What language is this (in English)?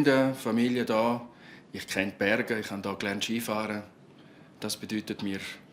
Swiss German